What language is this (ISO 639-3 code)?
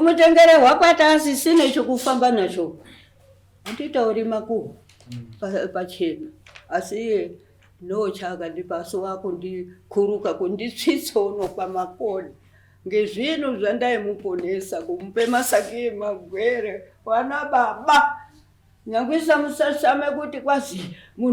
sna